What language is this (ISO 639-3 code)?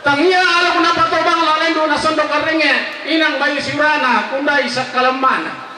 sda